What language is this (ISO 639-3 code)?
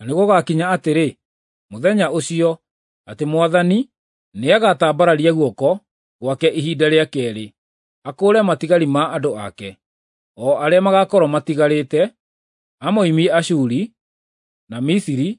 kik